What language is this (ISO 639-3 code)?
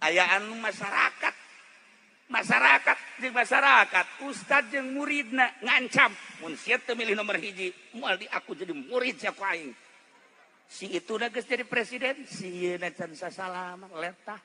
sun